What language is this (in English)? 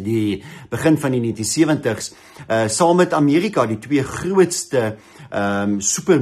Afrikaans